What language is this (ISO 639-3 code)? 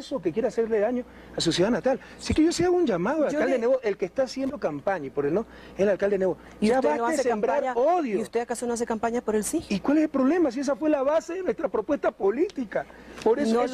spa